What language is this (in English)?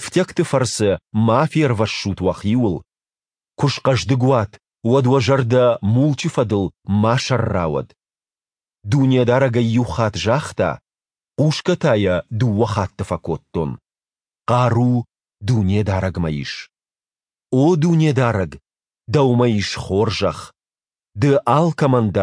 Ossetic